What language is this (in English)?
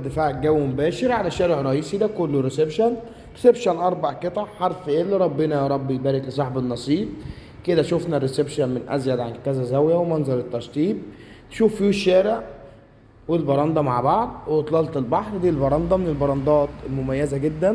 Egyptian Arabic